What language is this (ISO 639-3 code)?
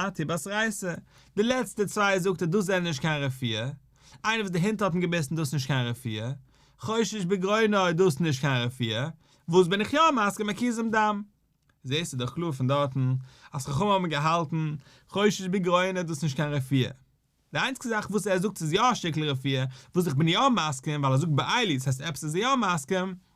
yid